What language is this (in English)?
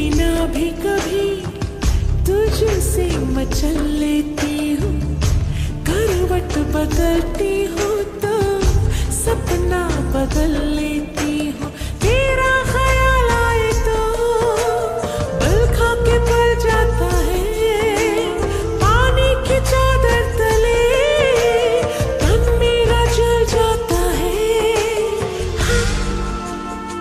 Hindi